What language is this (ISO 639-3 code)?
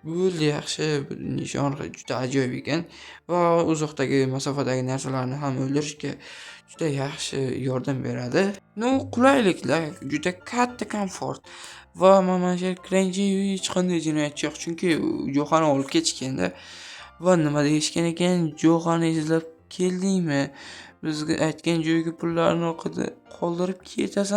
uzb